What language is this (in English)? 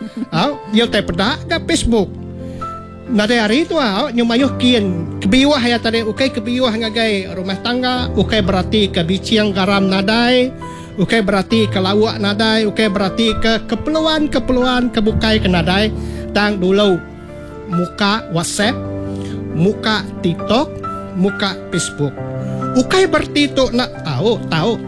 Iban